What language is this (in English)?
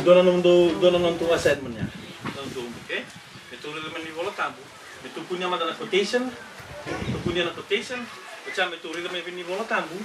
Fijian